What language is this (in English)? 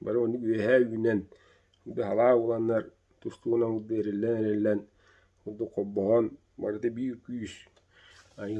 Yakut